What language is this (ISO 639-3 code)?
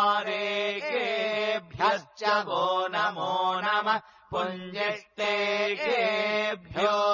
san